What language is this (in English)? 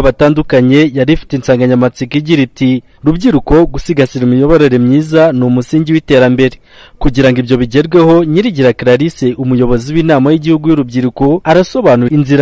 Kinyarwanda